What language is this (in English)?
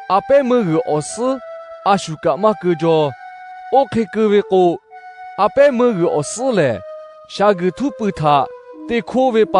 Lahu